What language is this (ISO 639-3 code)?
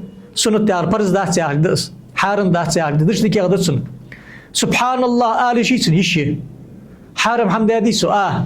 inh